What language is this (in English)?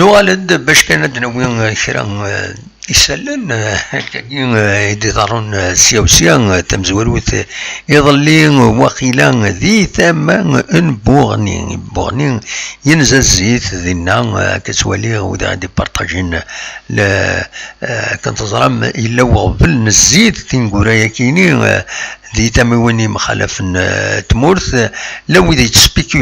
Kabyle